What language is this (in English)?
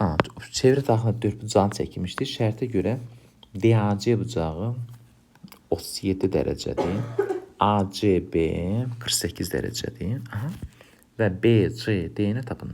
Azerbaijani